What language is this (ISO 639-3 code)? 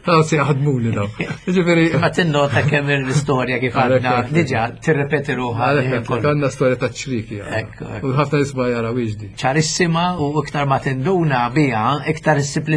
mlt